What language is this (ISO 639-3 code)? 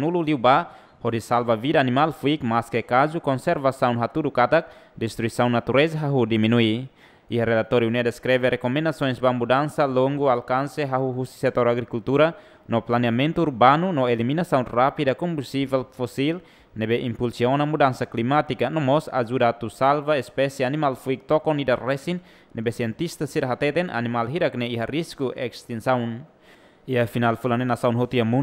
tet